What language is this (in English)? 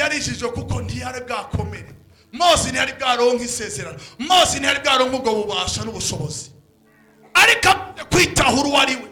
Rundi